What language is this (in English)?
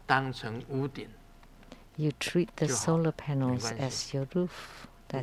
Chinese